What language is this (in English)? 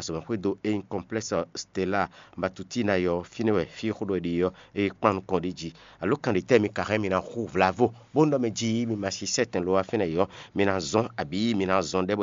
Fon